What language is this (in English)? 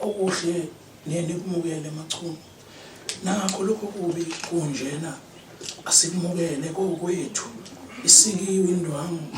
Zulu